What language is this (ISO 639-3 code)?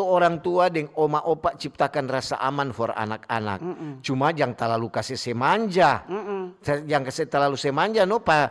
xmm